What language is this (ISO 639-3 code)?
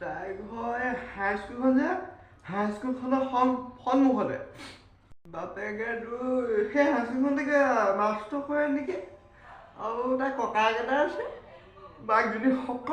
asm